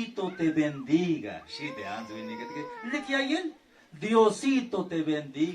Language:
Tzeltal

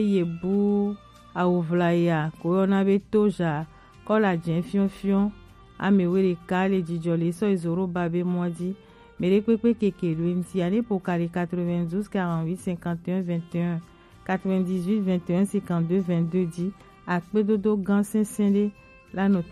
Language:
Gen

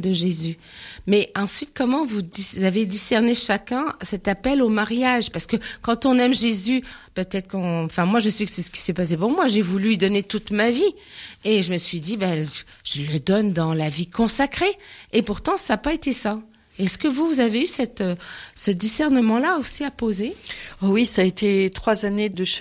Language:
French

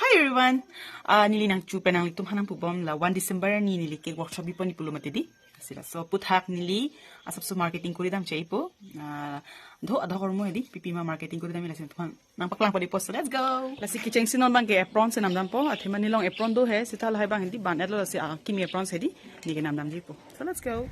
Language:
Karbi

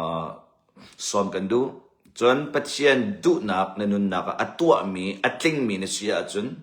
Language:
Hakha Chin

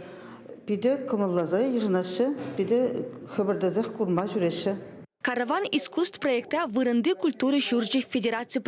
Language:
Chuvash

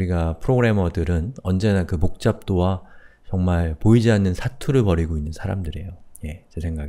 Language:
Korean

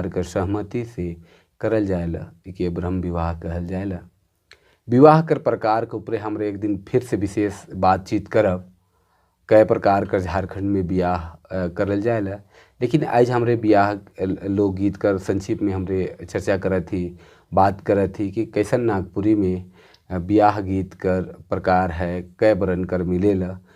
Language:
Sadri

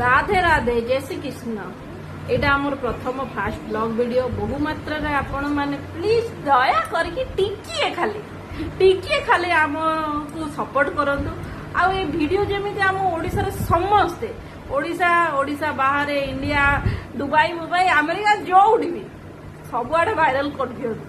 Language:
Odia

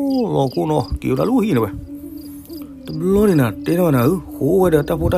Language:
S'gaw Karen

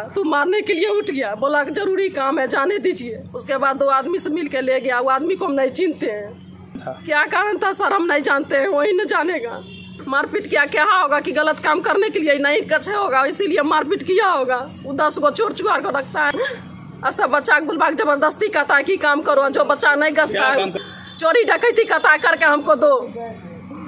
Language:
Hindi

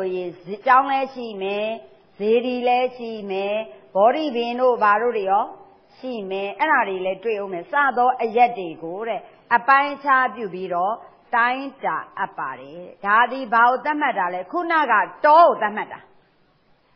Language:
Burmese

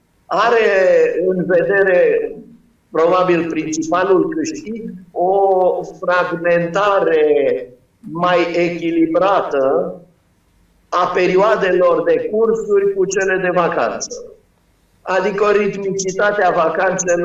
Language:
Romanian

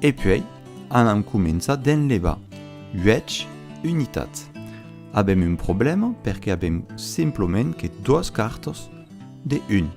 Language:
Occitan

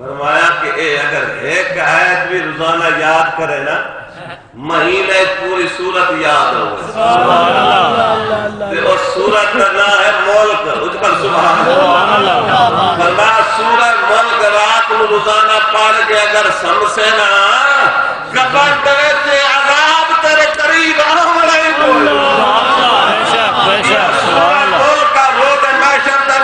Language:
Saraiki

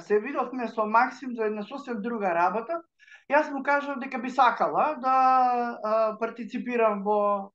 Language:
Macedonian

